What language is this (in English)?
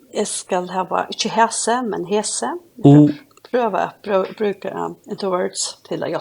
Faroese